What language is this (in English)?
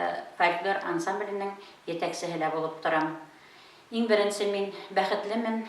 Bashkir